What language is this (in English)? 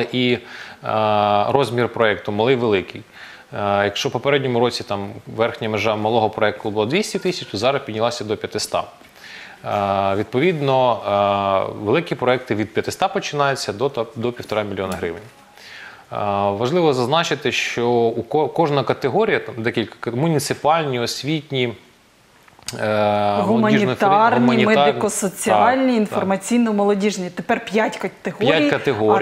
Ukrainian